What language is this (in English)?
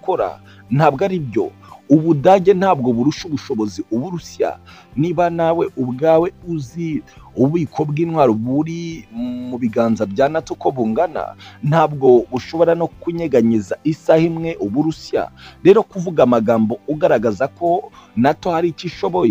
Kinyarwanda